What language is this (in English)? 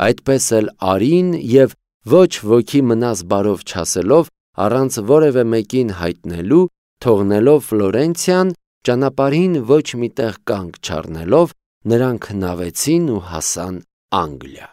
Armenian